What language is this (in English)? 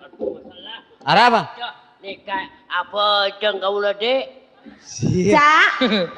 Madurese